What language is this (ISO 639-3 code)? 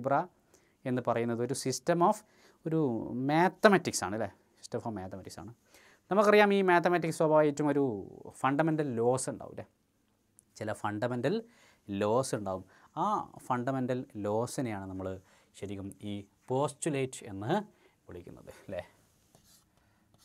mal